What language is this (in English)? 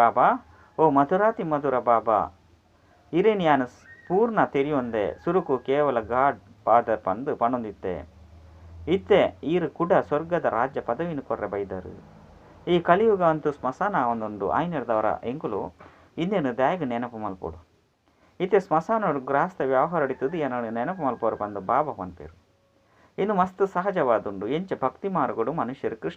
Tulu